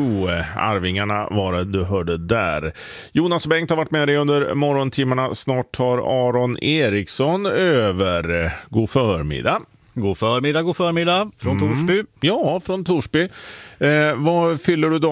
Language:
Swedish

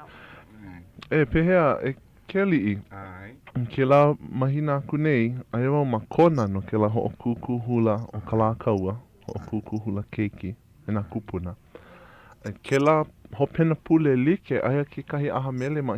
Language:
Hawaiian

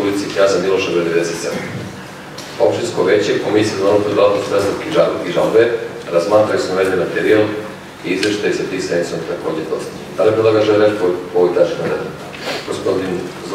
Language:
Serbian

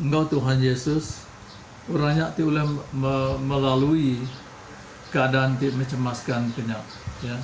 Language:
Iban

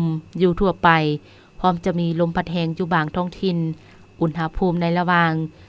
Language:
Lao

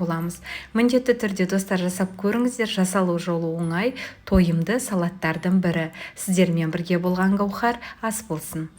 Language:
Kazakh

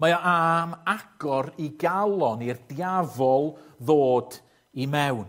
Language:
Welsh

